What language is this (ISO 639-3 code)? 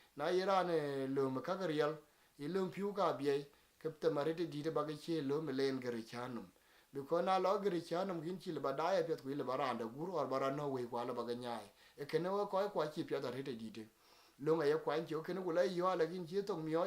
din